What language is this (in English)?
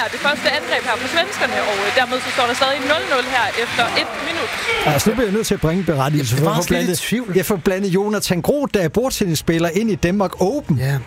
Danish